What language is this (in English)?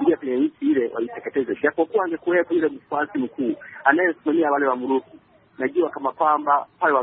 Swahili